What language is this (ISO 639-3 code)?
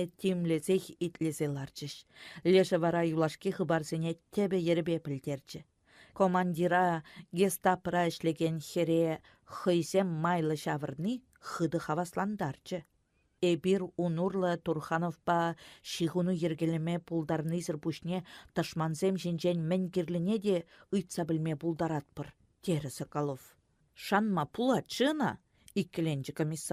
chv